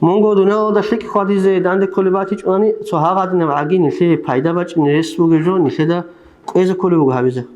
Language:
Avaric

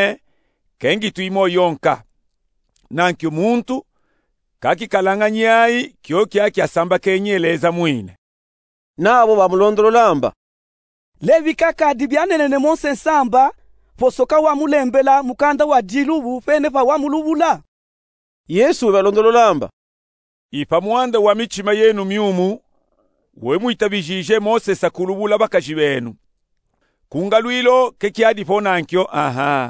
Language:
Luba-Katanga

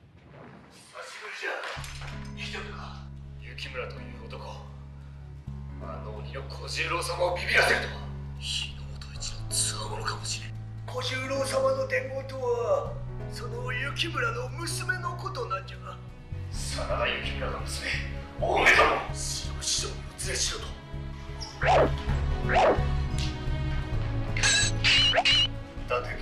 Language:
Japanese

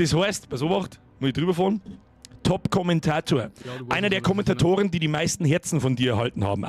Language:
Bavarian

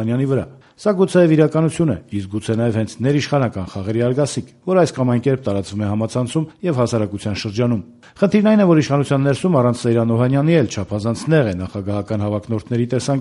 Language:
Armenian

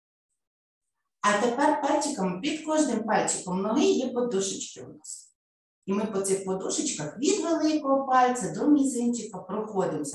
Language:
Ukrainian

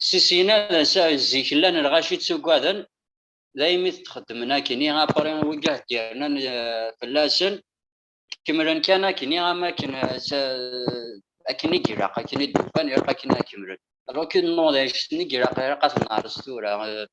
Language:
Kabyle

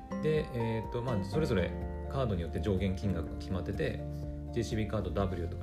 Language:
Japanese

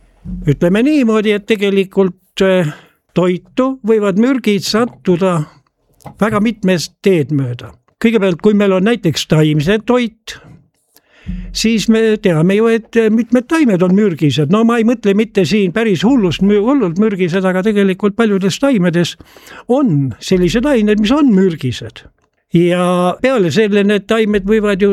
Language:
Estonian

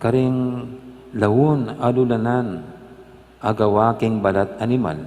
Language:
Pampanga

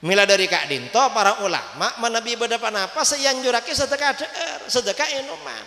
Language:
Madurese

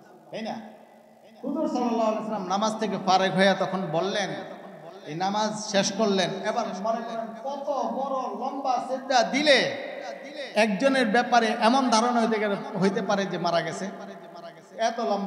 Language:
Bangla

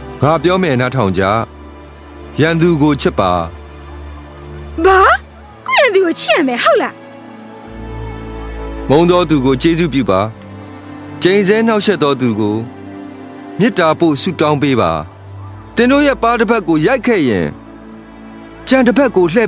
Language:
Burmese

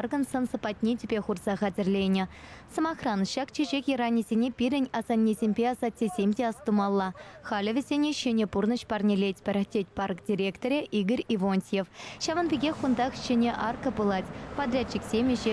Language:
Chuvash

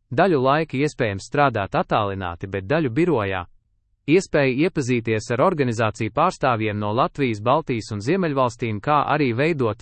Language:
Latvian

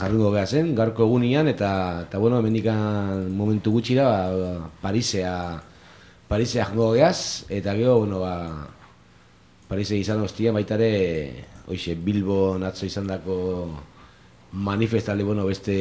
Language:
Basque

